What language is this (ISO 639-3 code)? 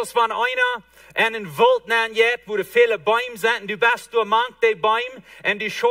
pdt